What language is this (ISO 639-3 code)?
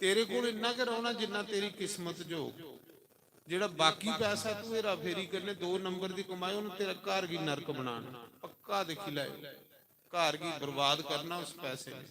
doi